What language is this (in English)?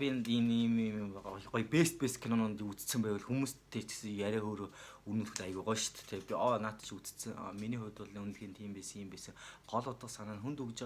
Mongolian